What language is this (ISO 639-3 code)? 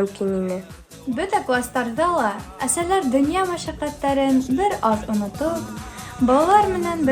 bak